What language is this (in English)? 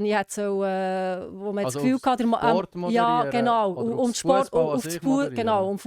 Swiss German